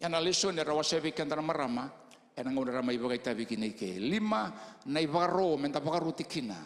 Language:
Fijian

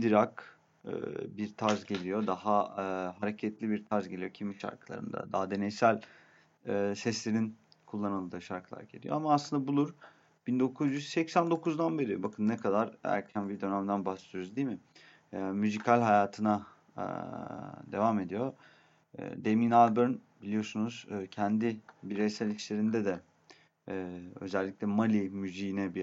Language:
Turkish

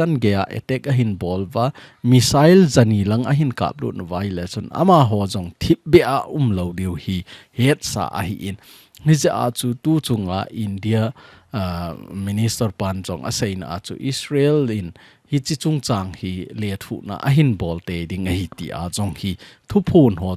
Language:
Thado Chin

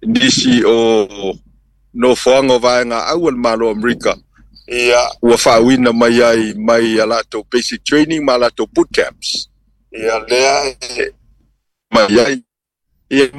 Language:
Samoan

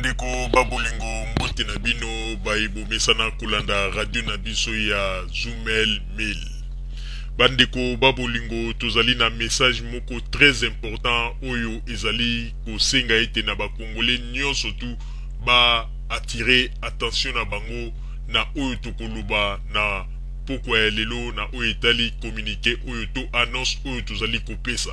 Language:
Lingala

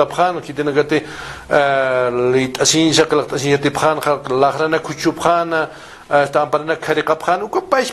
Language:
Aymara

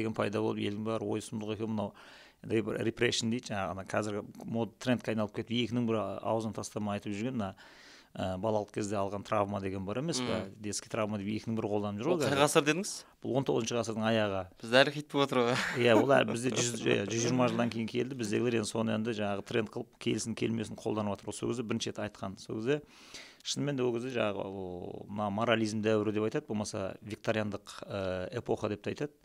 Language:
Kazakh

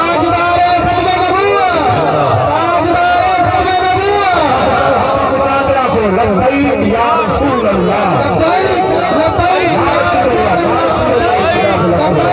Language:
Saraiki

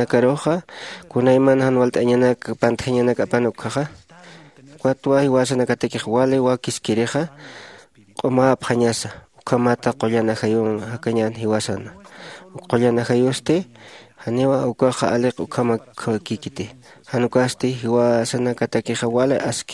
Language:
Aymara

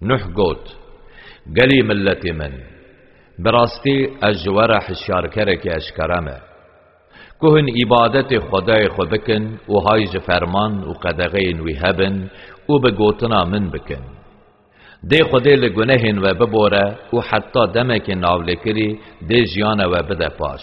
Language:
Kurdish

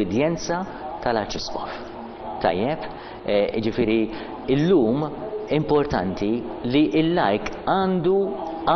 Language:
Maltese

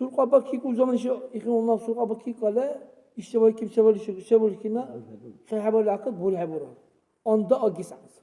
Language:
Dargwa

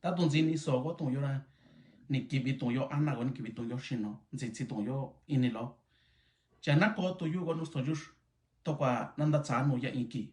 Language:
Mixtepec Mixtec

